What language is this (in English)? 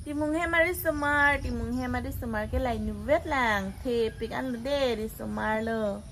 Karbi